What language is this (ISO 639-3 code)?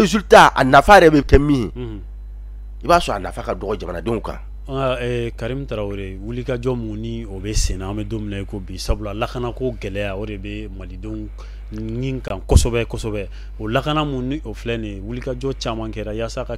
bam